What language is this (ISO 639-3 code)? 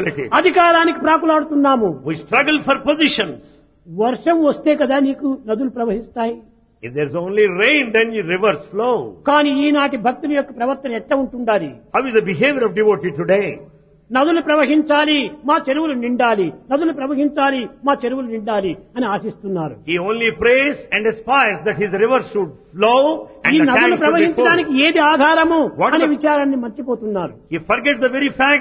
tel